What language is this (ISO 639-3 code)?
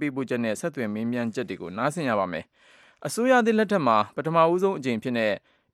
mya